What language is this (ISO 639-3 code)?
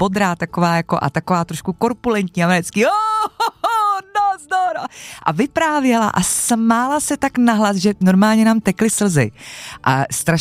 ces